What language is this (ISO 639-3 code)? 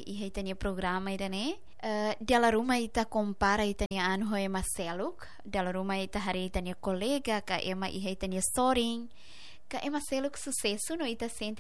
tet